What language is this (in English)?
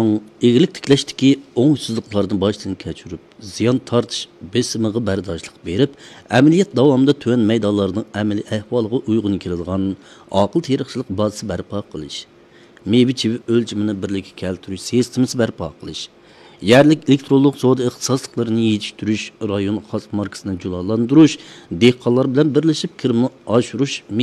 Uyghur